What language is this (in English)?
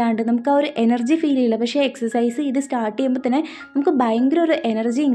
Malayalam